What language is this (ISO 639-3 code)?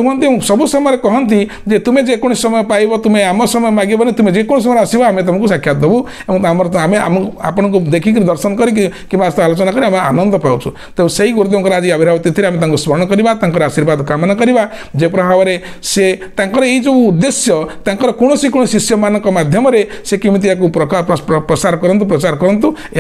ori